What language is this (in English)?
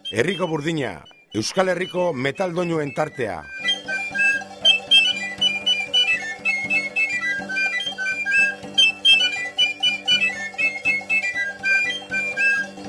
Basque